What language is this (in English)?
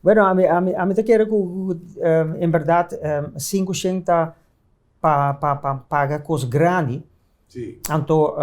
Papiamento